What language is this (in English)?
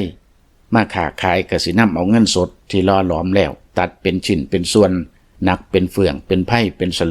Lao